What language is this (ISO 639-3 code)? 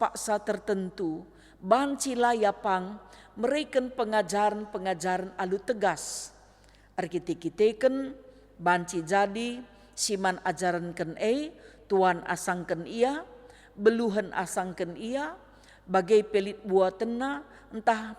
btx